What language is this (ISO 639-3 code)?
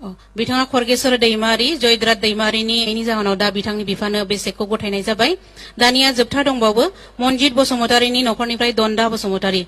brx